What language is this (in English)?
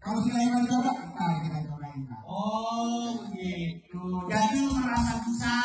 Betawi